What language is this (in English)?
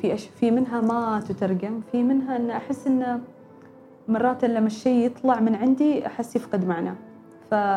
Gulf Arabic